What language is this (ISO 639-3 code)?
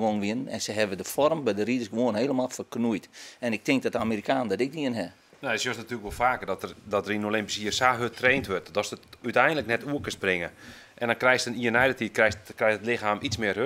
fry